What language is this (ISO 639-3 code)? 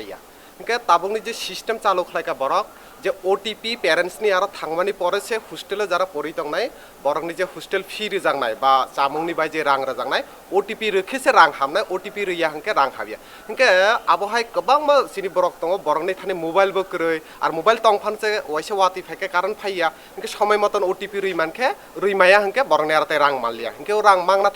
trp